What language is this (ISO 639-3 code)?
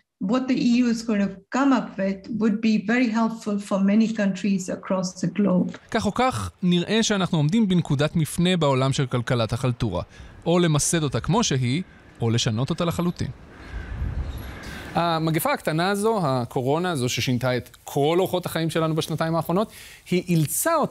heb